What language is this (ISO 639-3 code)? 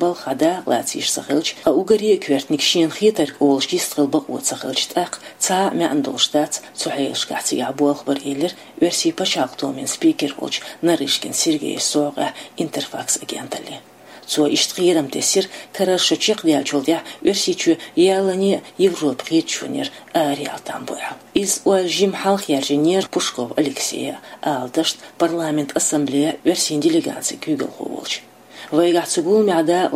che